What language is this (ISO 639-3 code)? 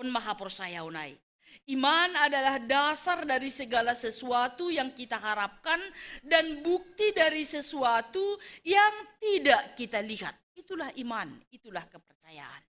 bts